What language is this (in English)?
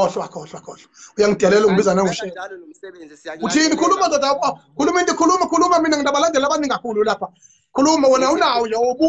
Zulu